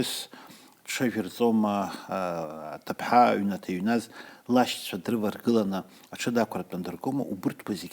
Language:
Abkhazian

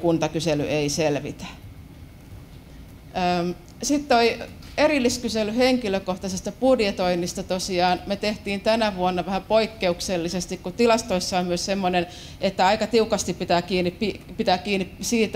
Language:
Finnish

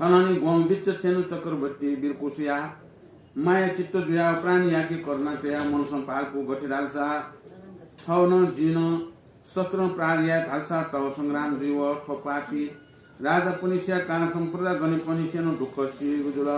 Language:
Newari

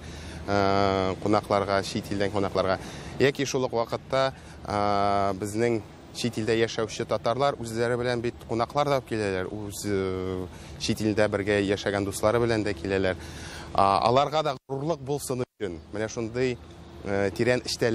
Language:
Tatar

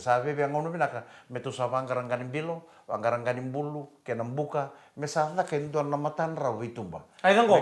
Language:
Fijian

